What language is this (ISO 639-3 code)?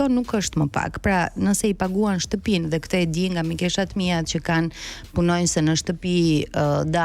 sqi